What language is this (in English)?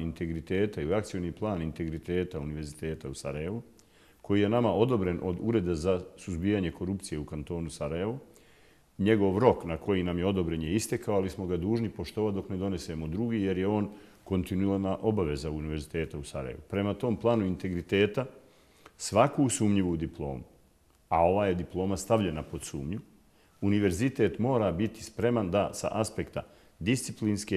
Bosnian